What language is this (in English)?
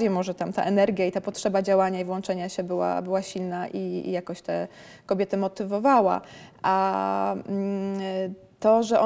Polish